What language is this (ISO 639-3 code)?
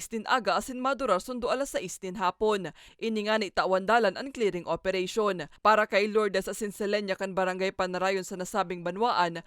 bik